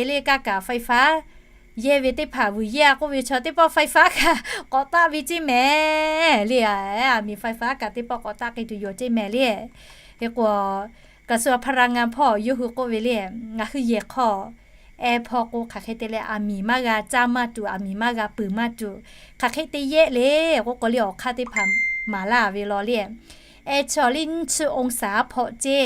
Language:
Lahu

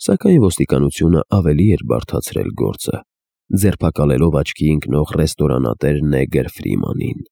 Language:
Armenian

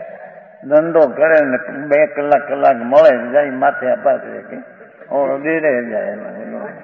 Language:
Gujarati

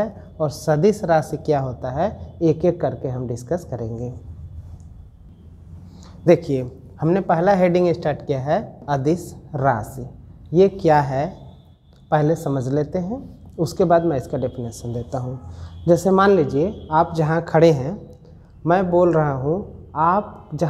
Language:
Hindi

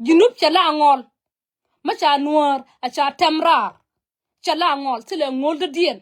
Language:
Nuer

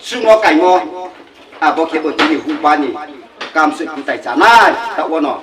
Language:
Riang (India)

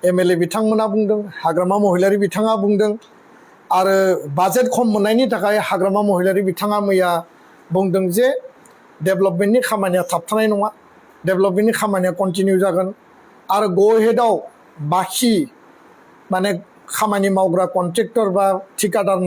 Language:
Bodo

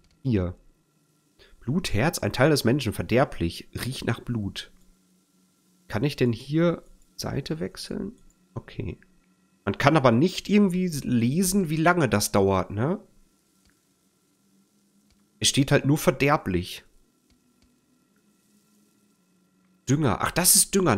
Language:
German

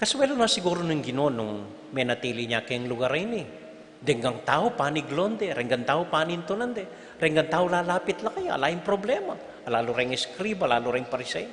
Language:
Pampanga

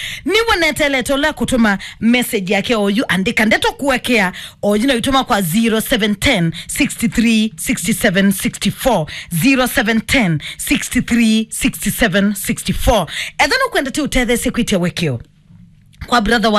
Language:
Kamba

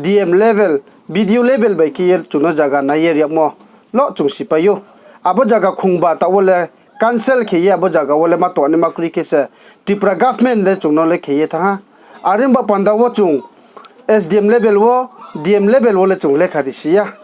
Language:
Riang (India)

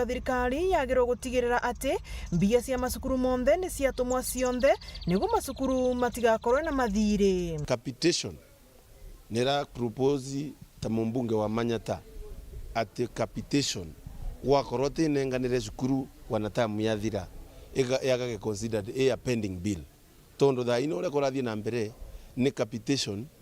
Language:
Meru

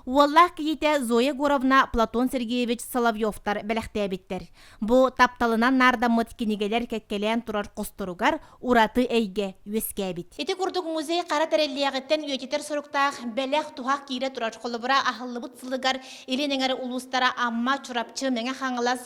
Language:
Yakut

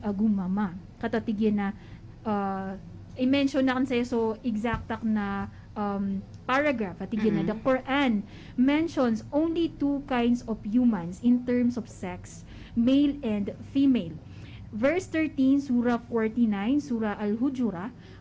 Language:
Maranao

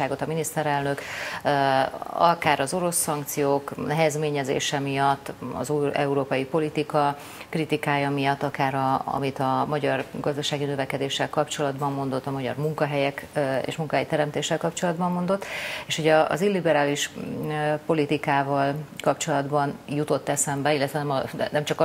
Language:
Hungarian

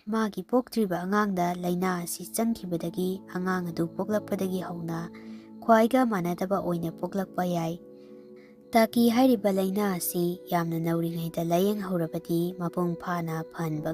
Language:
Manipuri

